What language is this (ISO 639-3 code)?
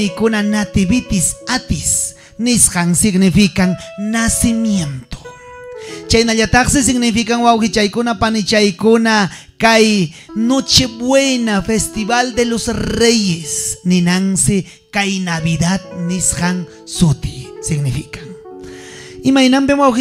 quy